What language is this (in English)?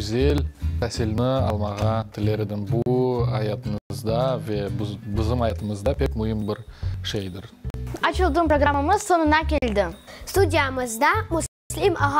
Crimean Tatar